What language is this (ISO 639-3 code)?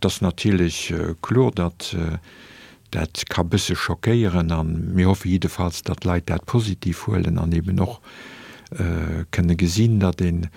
ltz